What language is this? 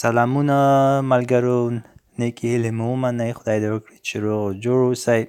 Pashto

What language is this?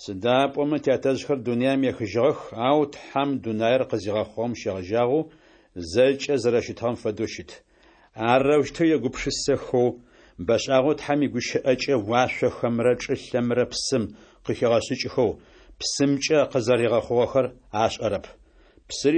Adyghe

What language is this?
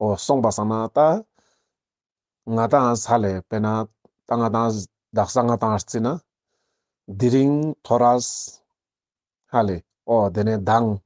Ladakhi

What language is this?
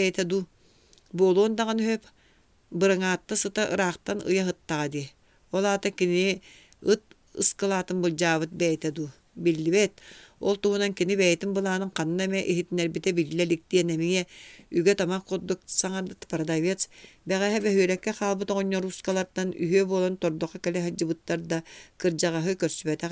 Yakut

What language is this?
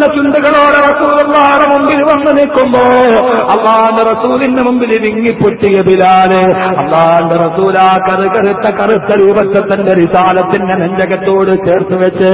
Malayalam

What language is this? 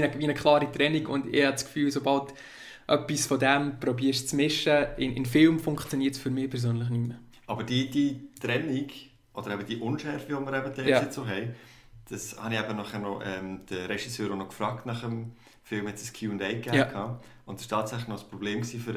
Swiss German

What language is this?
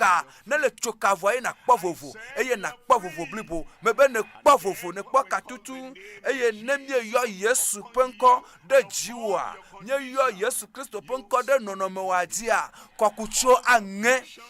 Ewe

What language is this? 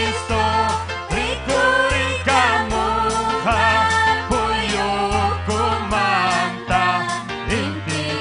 Ayacucho Quechua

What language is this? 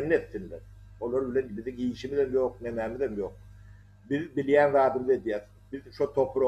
Turkmen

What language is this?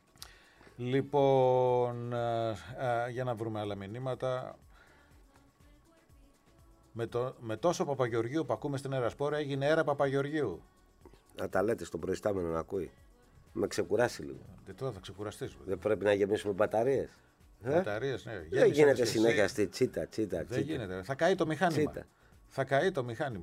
Greek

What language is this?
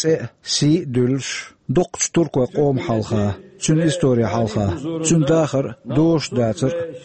Chechen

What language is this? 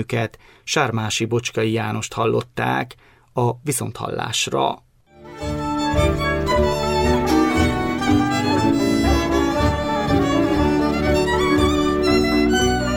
Hungarian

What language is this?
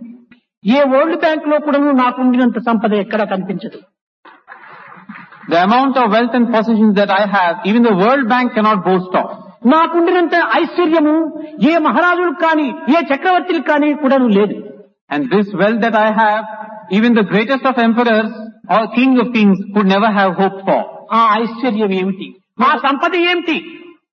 Telugu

